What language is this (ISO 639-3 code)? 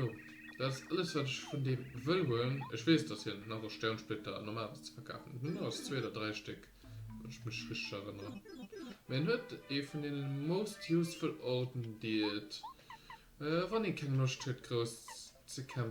ltz